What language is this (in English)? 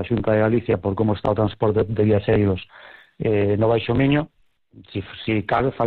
Galician